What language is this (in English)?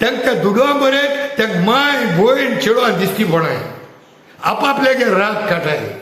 Konkani